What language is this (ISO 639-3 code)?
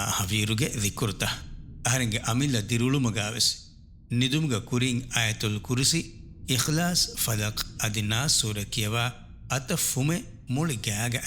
div